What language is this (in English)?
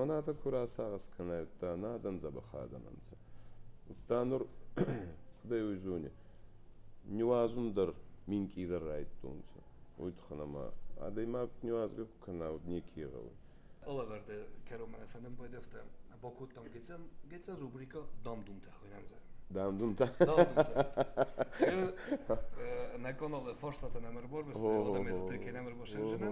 Ossetic